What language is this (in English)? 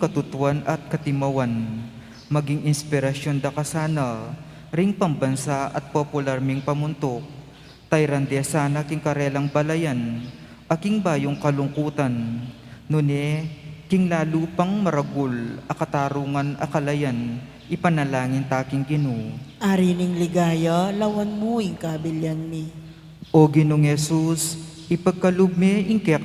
Pampanga